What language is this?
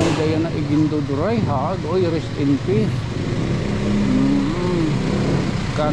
Waray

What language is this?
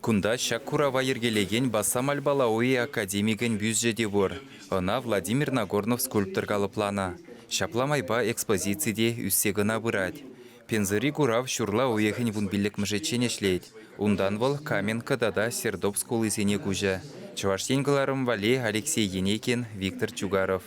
Chuvash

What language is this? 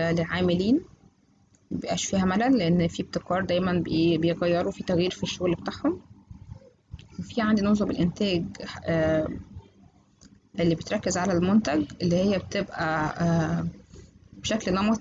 Egyptian Arabic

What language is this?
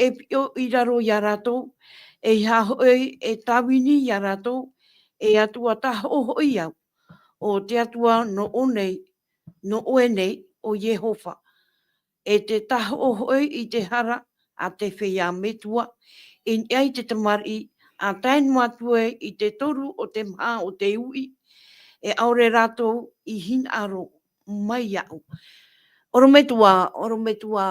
Tahitian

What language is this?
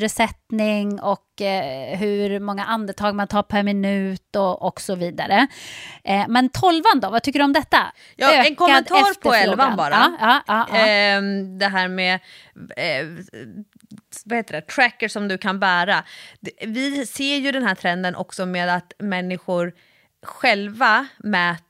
Swedish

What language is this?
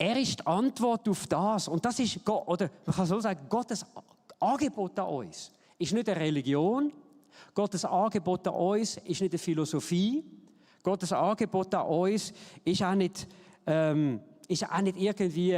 Swiss German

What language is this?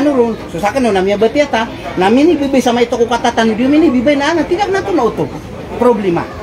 Maranao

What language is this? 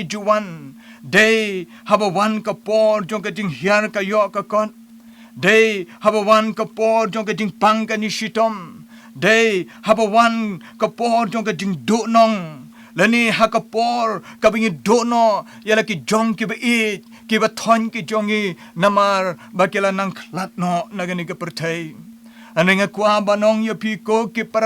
Khasi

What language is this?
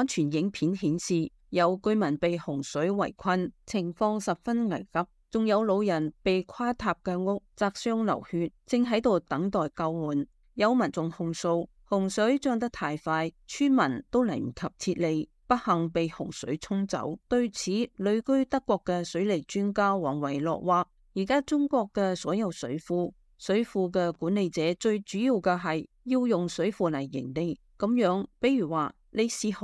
Cantonese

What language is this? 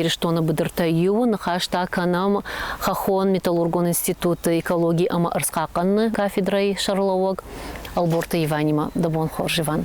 Ossetic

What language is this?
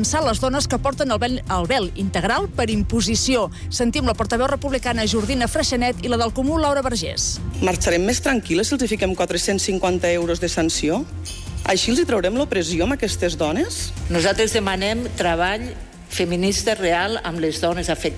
Catalan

